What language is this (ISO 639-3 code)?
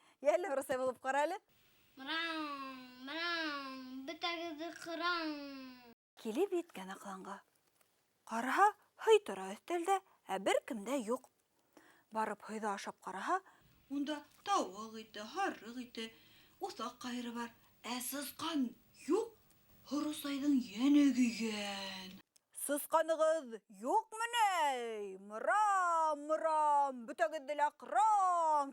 bak